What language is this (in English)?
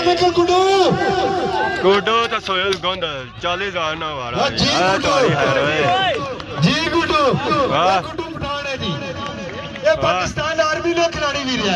Pahari-Potwari